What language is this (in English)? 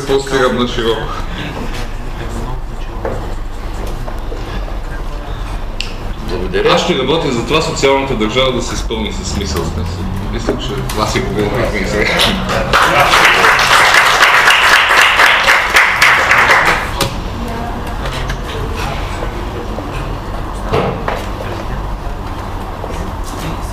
Bulgarian